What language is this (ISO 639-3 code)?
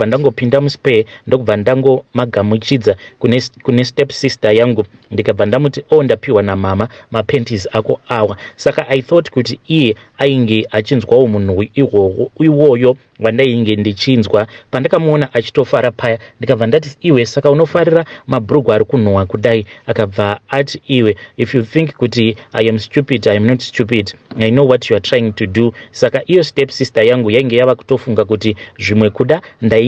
sna